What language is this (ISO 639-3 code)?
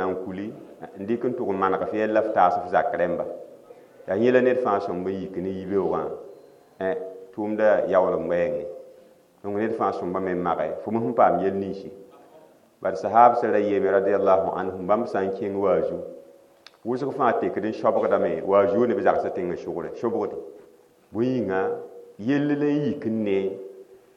mos